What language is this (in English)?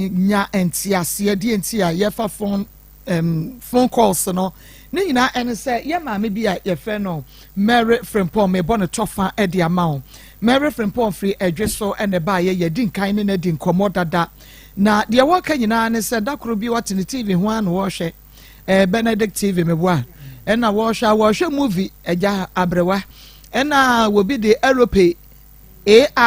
Akan